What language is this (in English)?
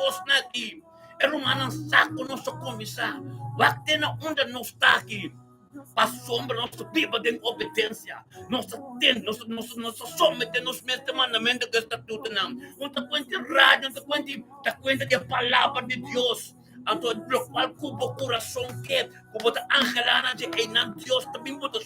Papiamento